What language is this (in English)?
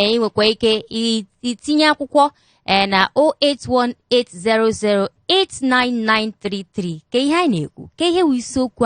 Igbo